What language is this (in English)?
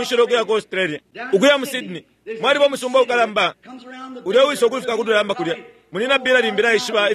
Bemba